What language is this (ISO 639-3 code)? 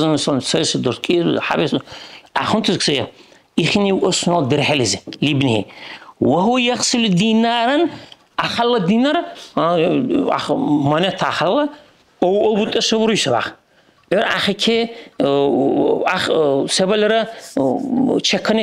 dar